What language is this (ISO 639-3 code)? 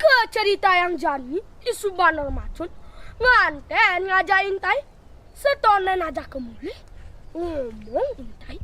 ban